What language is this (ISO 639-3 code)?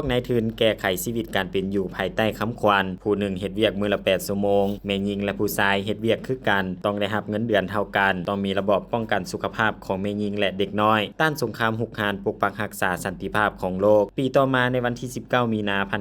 lao